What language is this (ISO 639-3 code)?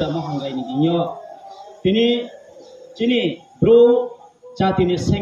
ria